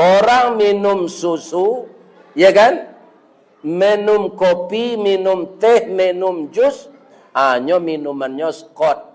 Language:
Minangkabau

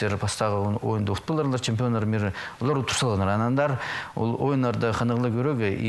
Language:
Khakas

